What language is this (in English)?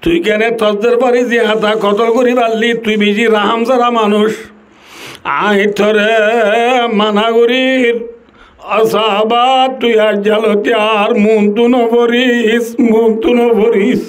Rohingya